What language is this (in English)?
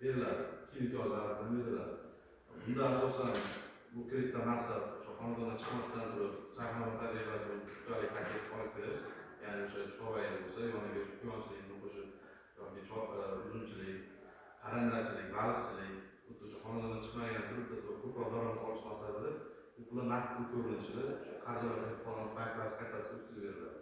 Uzbek